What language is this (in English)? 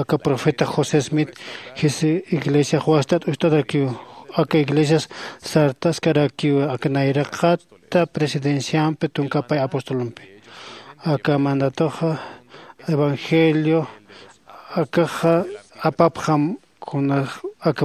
Aymara